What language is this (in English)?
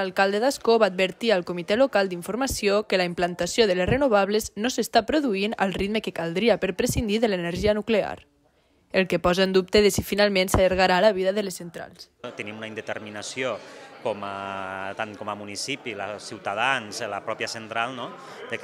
Catalan